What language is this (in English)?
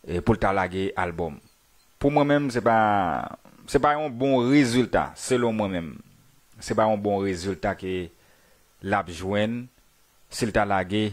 Haitian Creole